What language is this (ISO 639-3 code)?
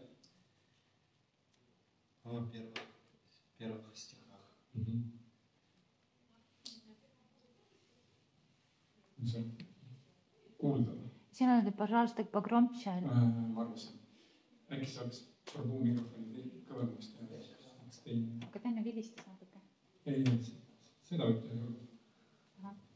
est